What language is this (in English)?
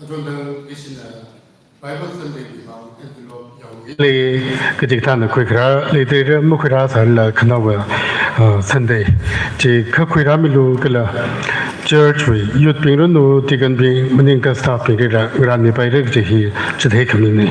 Tangkhul Naga (India)